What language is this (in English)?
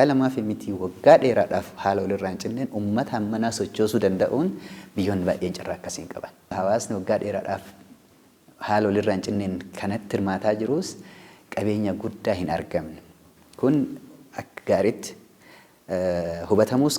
Oromo